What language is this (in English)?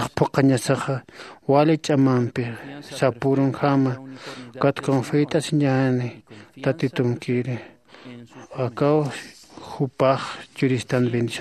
Aymara